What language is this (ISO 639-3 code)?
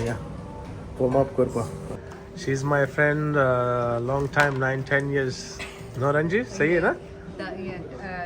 kok